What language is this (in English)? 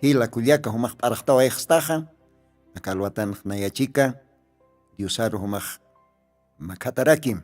Aymara